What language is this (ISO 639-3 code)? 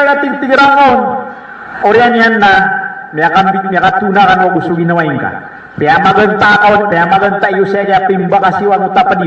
mrw